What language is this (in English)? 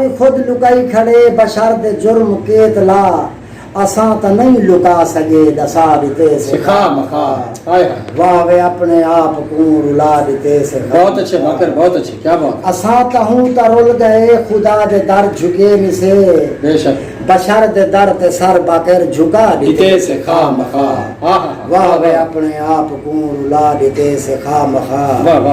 Saraiki